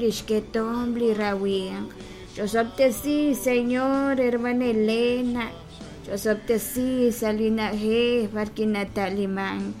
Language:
Kekchí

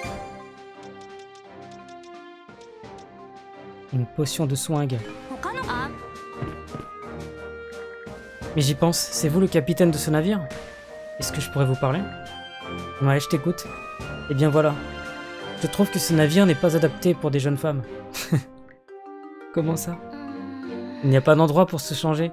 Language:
French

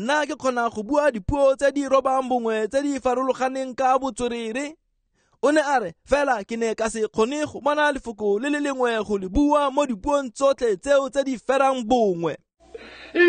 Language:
Tswana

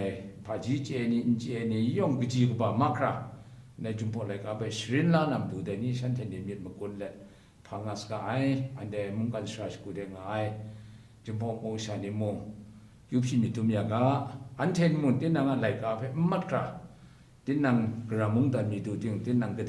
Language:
Kachin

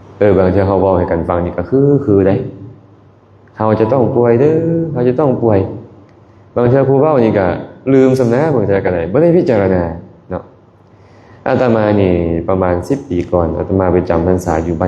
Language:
Lao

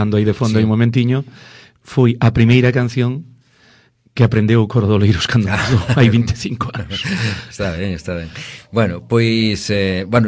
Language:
Galician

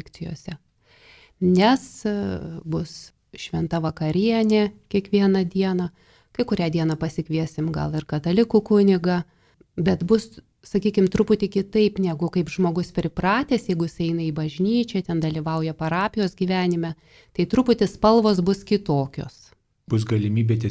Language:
Lithuanian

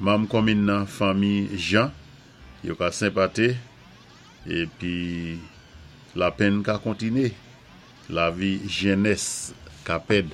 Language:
Saint Lucian Creole French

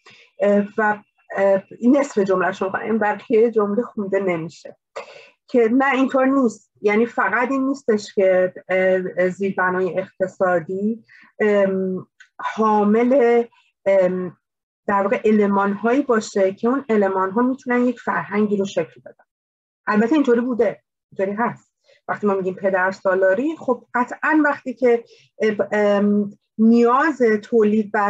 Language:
Persian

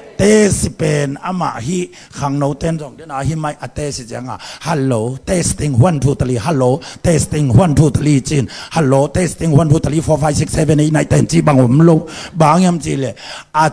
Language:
Tedim Chin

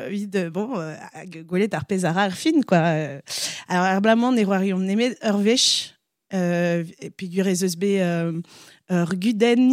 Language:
Breton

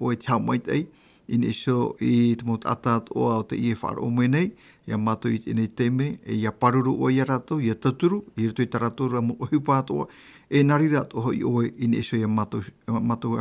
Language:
Tahitian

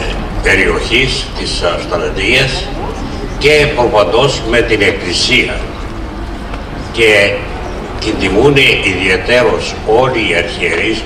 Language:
Greek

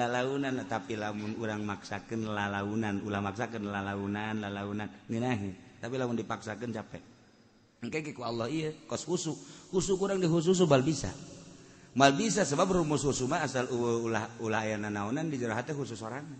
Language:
Sundanese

